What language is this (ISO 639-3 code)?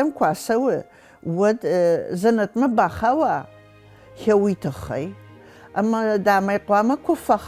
oss